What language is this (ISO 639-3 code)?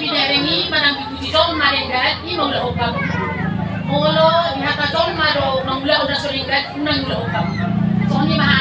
bbc